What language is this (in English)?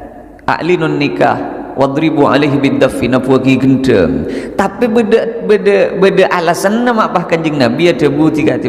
Madurese